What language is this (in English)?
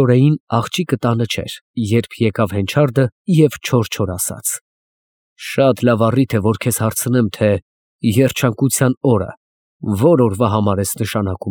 Armenian